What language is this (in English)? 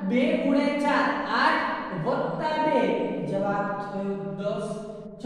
Gujarati